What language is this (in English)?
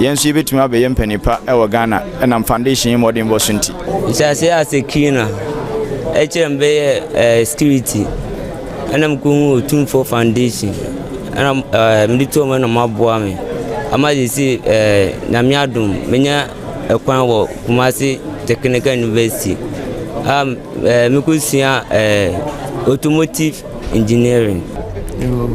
Akan